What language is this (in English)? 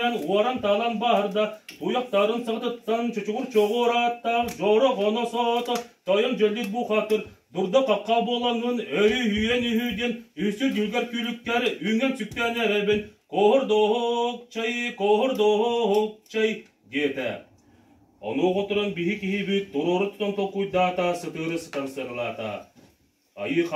Yakut